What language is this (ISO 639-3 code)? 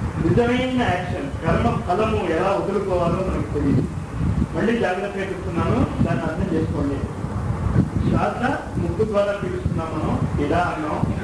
tel